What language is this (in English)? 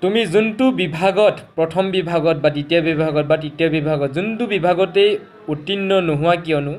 Assamese